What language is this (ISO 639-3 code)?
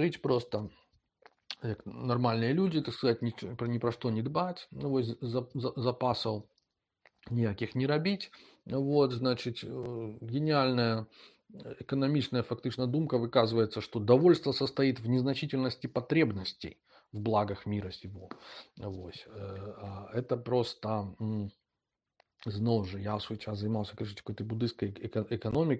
bel